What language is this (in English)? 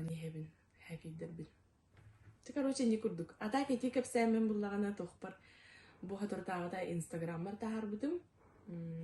Yakut